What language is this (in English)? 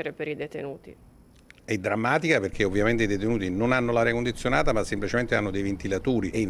Italian